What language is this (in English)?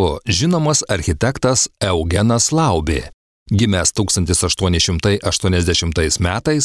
Lithuanian